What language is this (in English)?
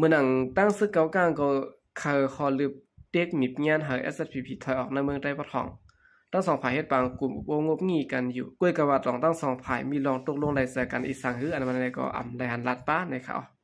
Shan